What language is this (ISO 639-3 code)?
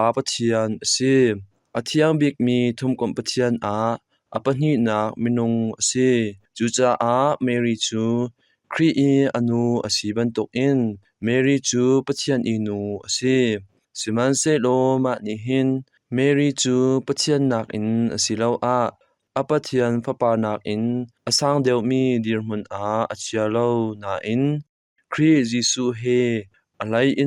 cnh